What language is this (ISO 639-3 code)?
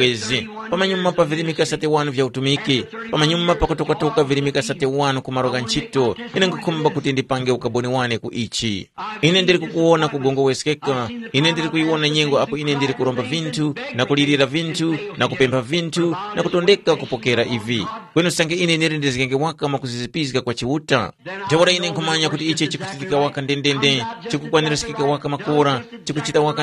tum